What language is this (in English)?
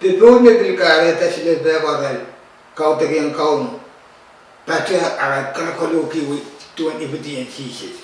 Pohnpeian